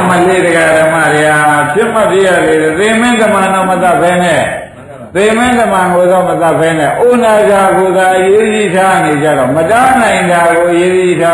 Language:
Burmese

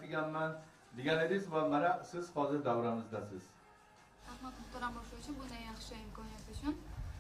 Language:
Uzbek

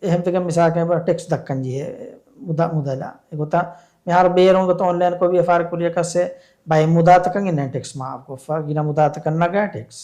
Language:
Divehi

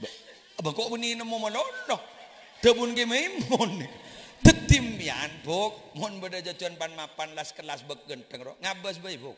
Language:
Madurese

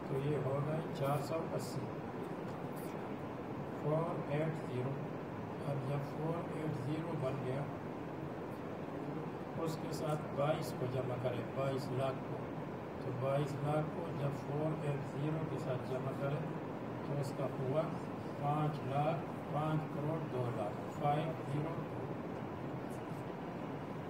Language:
Urdu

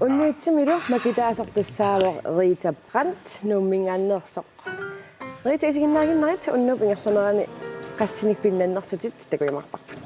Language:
Kalaallisut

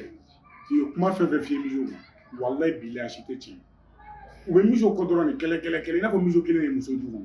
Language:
Bambara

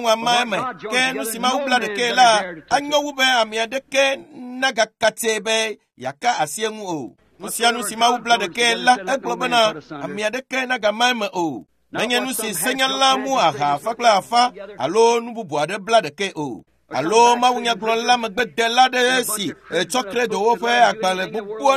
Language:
Ewe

